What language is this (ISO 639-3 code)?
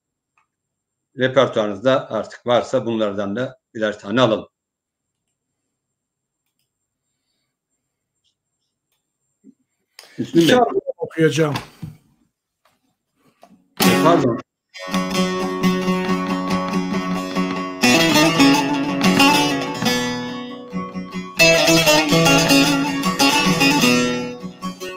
tur